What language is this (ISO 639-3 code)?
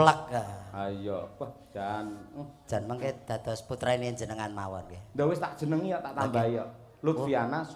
jav